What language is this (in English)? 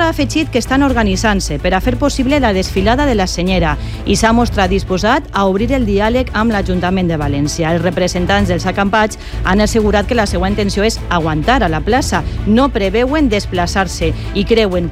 Catalan